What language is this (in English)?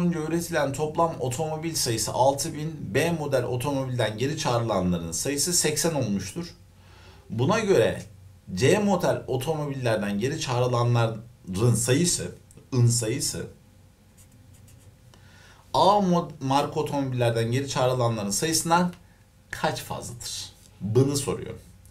Turkish